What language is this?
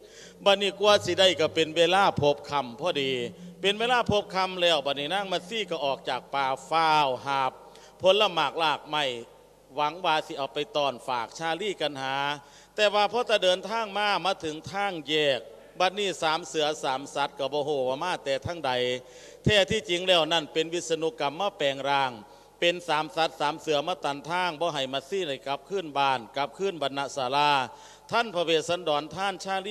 Lao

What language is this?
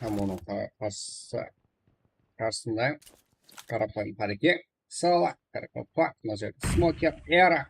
Kara-Kalpak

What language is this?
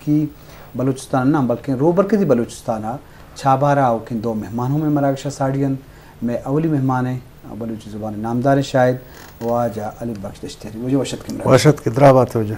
Eastern Balochi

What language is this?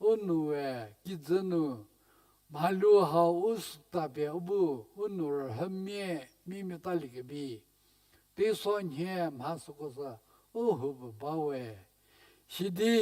Angami Naga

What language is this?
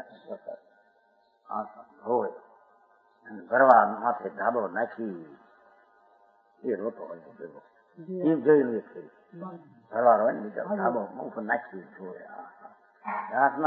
Gujarati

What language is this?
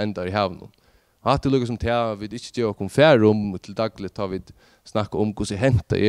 Faroese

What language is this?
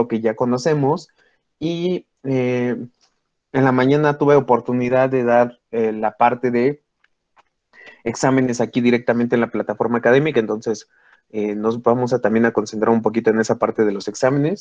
Spanish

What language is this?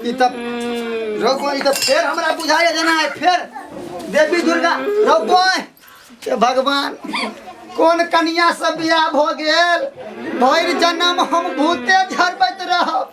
Maithili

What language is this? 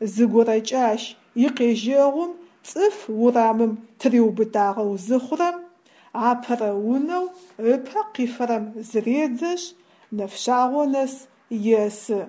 Adyghe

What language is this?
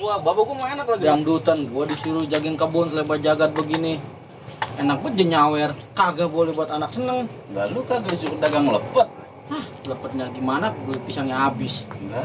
Betawi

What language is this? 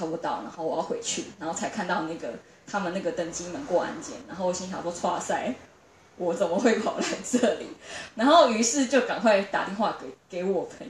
Chinese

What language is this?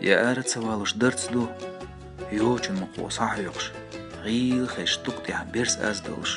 Chechen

